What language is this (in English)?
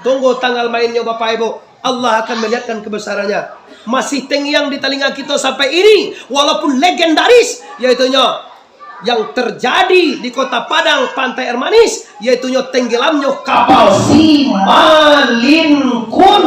Minangkabau